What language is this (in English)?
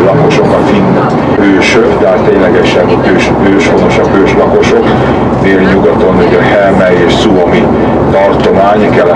Hungarian